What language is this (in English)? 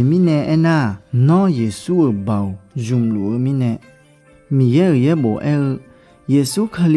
Akha